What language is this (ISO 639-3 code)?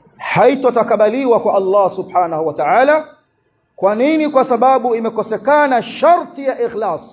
swa